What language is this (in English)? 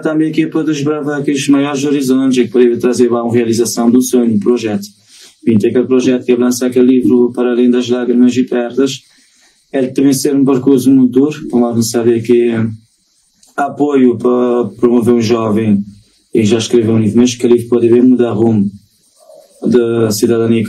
Kabuverdianu